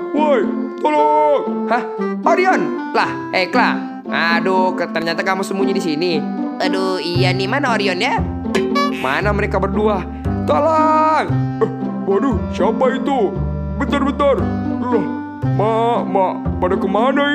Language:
Indonesian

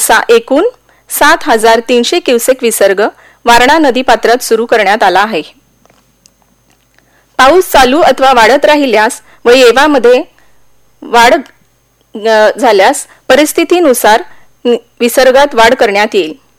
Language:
Marathi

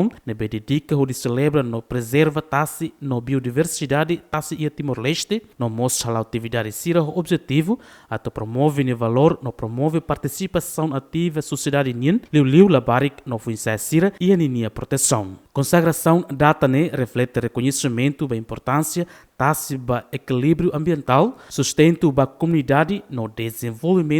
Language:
Tetum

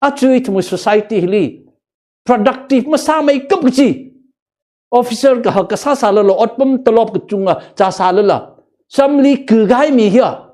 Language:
Tangkhul Naga (India)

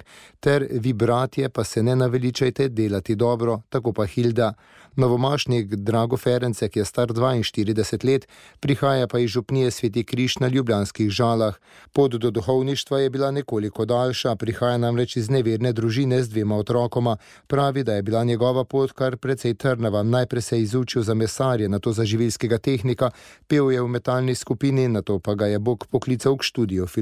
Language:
Slovenian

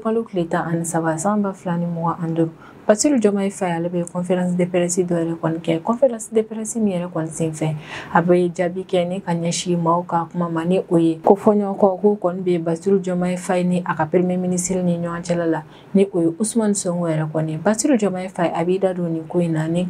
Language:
Bambara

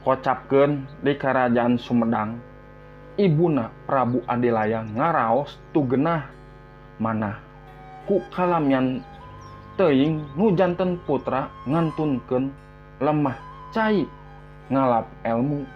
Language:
Sundanese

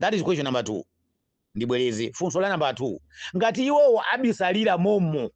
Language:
Nyanja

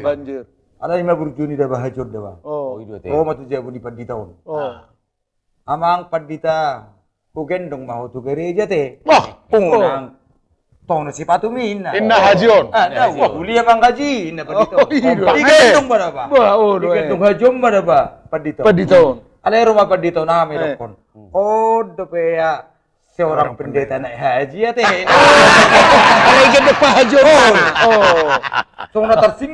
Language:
Batak Toba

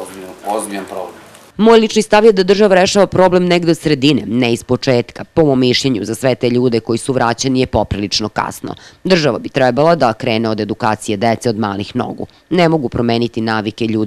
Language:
Serbian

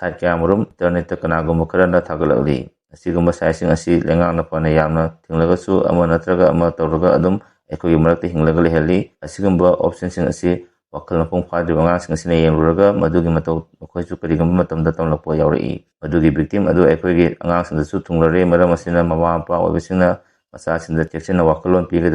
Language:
Manipuri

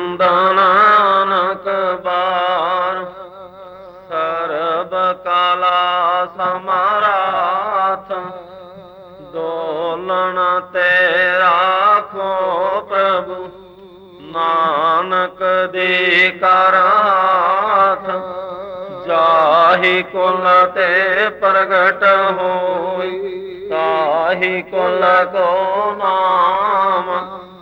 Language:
Punjabi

